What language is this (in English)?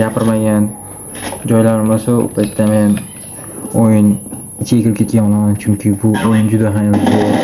Uzbek